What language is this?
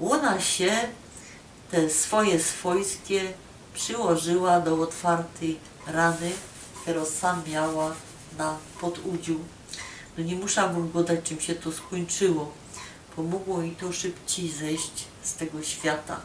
Silesian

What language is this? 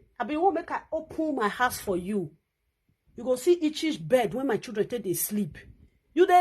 Nigerian Pidgin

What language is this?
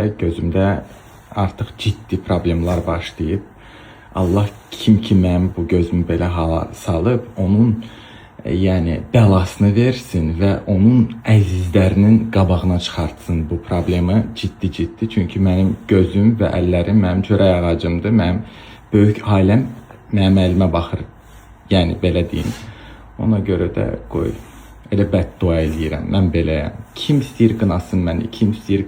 Azerbaijani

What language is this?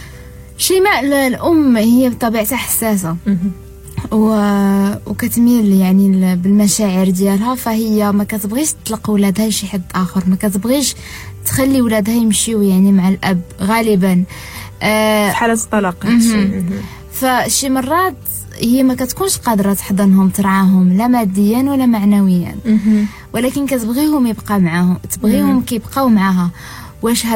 Moroccan Arabic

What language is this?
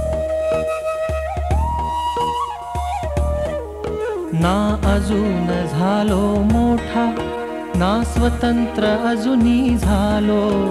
Marathi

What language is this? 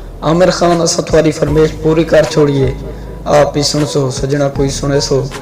Saraiki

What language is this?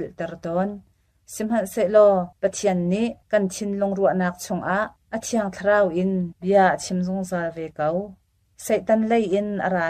Hakha Chin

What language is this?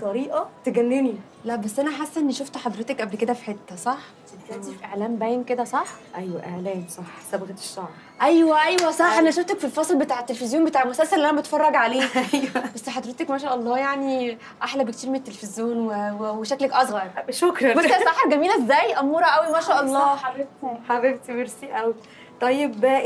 Egyptian Arabic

